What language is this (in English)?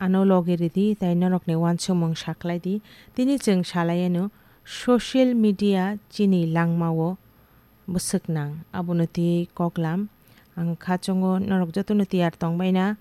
Kok Borok